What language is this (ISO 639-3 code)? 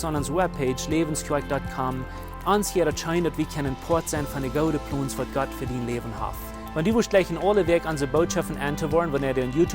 pdt